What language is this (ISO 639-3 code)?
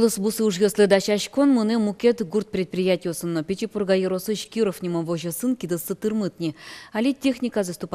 udm